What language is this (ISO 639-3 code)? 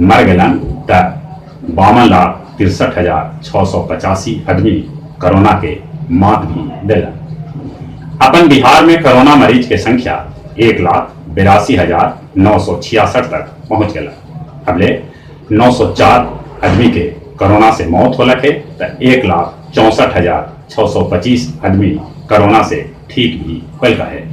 mag